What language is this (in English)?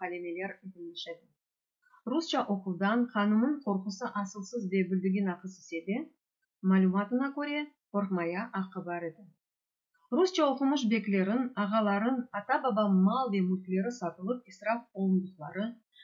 Crimean Tatar